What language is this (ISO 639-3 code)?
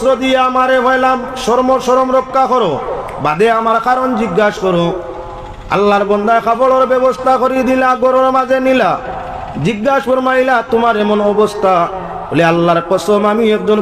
syl